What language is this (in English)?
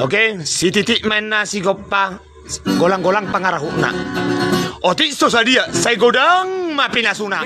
Batak Toba